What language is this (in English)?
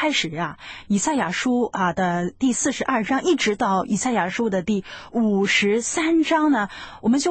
Chinese